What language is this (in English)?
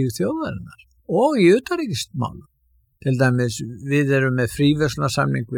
Icelandic